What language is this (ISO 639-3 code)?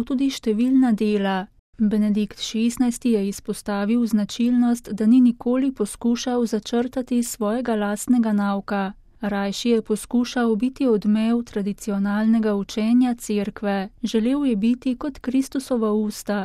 slv